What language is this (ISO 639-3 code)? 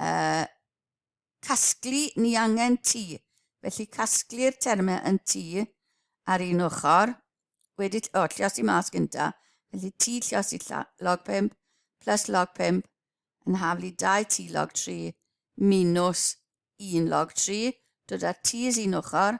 cym